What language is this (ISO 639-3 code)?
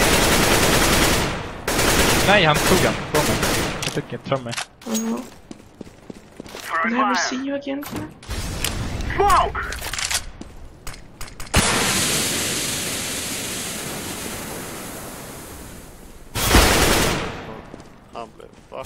swe